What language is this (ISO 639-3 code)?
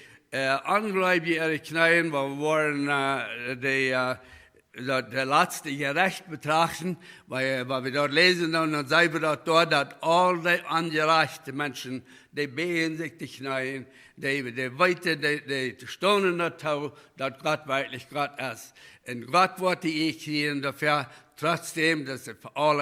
pdt